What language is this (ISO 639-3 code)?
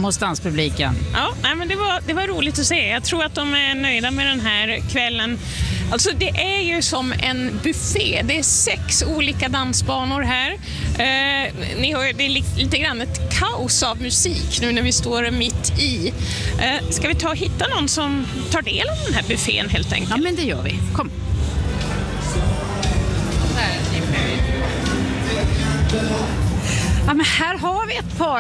swe